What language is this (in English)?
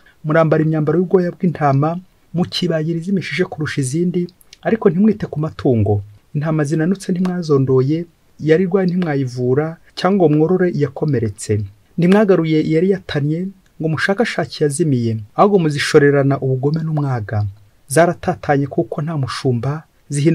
Kinyarwanda